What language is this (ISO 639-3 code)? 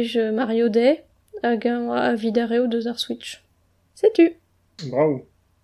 bre